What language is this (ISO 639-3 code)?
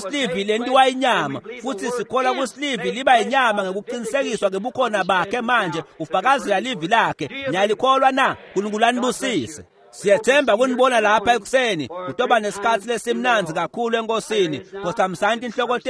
ssw